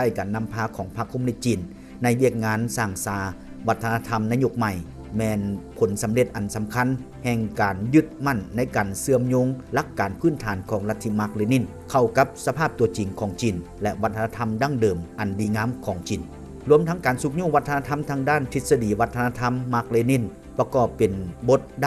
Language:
Lao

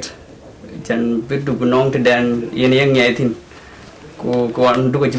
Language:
Dinka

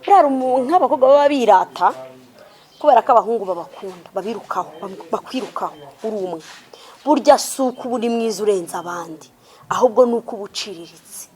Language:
Kinyarwanda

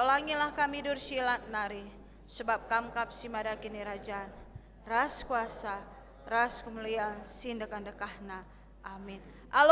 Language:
Batak Karo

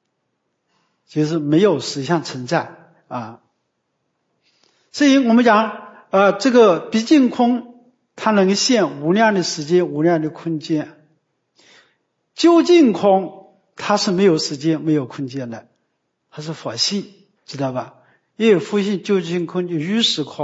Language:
Chinese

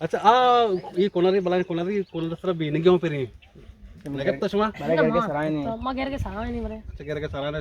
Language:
Eastern Balochi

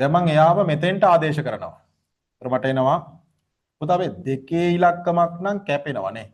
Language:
Sinhala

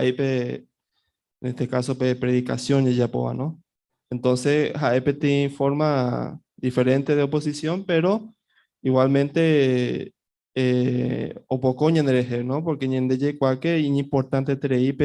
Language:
Guarani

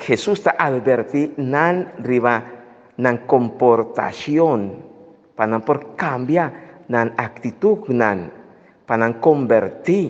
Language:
Papiamento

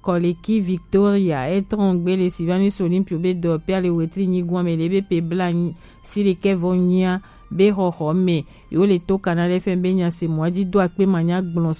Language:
Gen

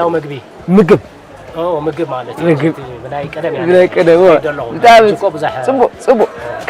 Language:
Tigrinya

